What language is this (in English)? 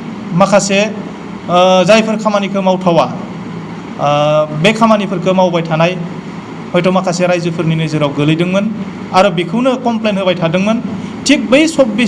Bodo